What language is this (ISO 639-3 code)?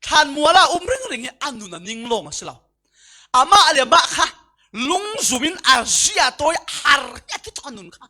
cfm